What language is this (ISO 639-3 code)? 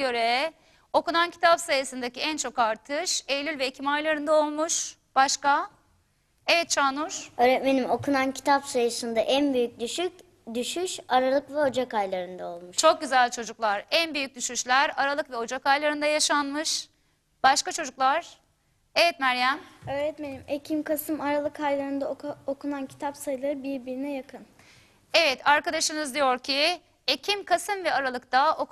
tur